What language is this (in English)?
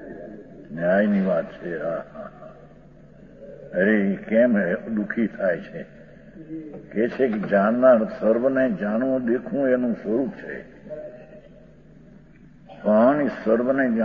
Gujarati